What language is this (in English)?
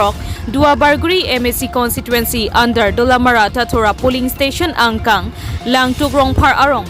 Karbi